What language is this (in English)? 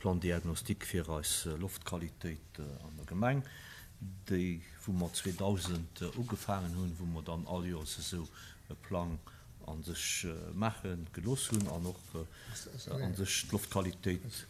Luxembourgish